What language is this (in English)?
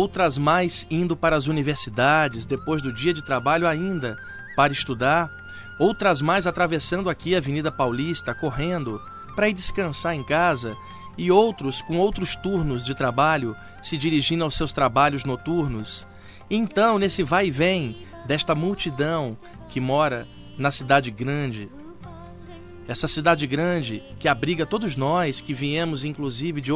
Portuguese